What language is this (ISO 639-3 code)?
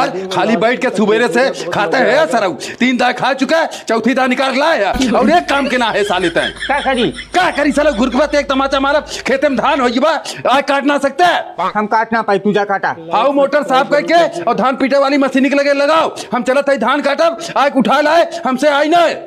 awa